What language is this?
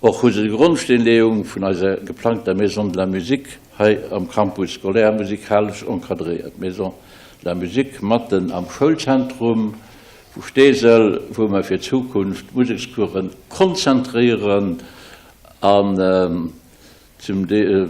Luxembourgish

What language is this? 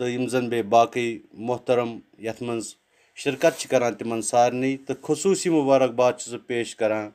Kashmiri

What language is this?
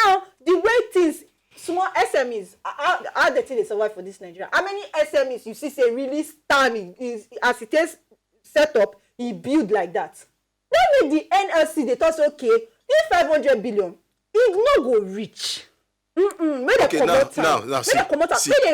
Nigerian Pidgin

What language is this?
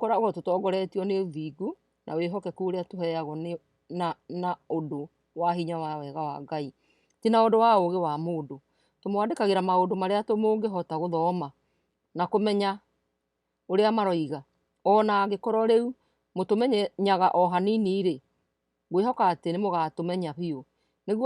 Kikuyu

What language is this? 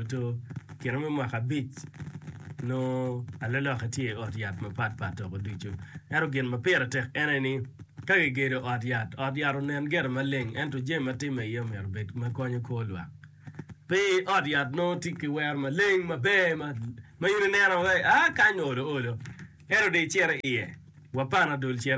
Acoli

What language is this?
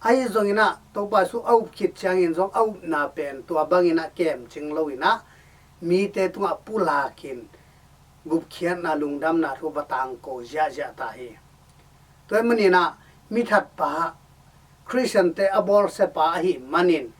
Tedim Chin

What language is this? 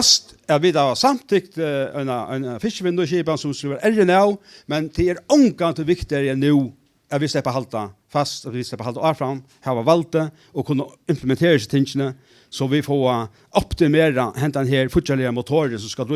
Faroese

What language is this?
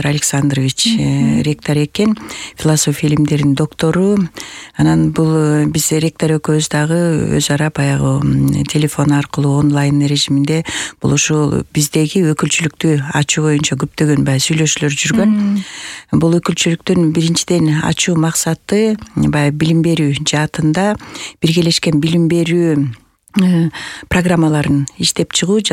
Kyrgyz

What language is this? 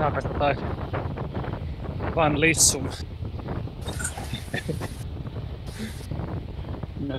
Finnish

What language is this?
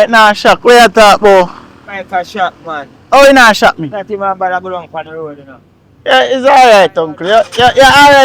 Jamaican Creole English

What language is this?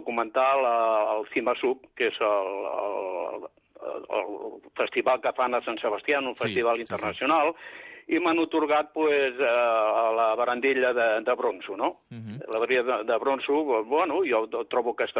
Catalan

